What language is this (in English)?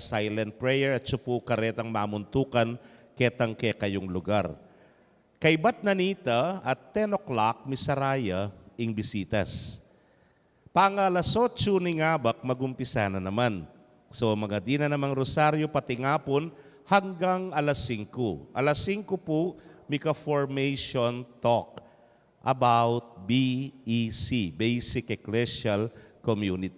Pampanga